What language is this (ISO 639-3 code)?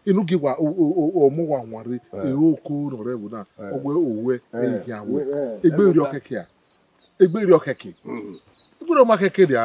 bin